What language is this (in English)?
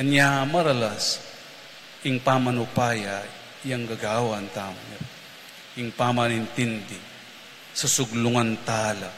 Pampanga